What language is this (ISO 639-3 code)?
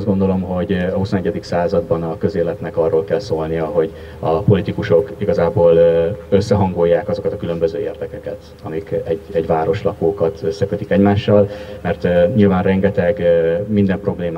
hun